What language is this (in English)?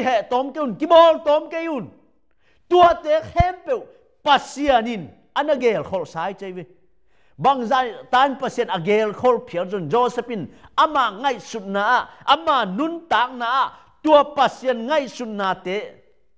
Tedim Chin